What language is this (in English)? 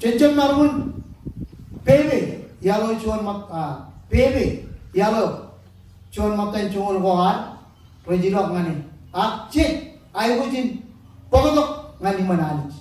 Marshallese